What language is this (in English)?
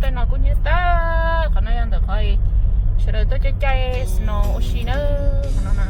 Hmong